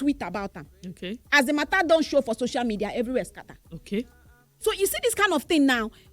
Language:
Nigerian Pidgin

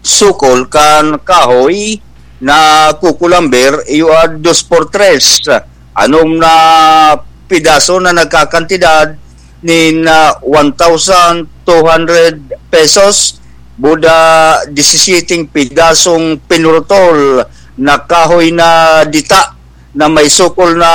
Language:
Bikol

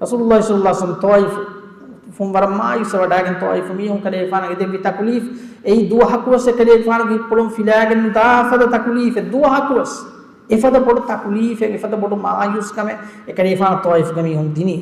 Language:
Divehi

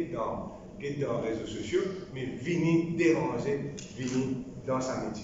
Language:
Morisyen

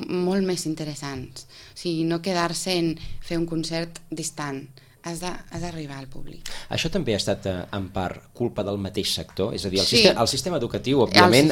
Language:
Catalan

